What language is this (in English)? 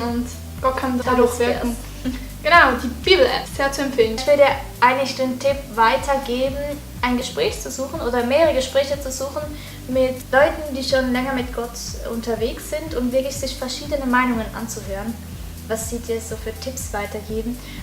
Swiss German